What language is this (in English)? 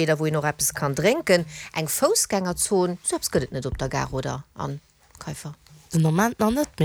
Luxembourgish